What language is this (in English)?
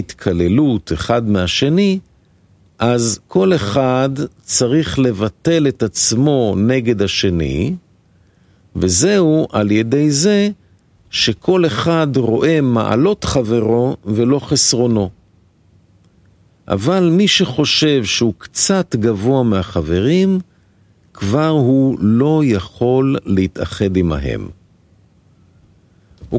Hebrew